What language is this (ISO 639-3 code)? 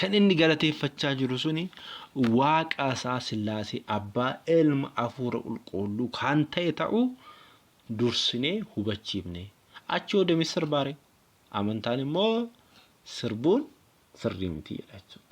orm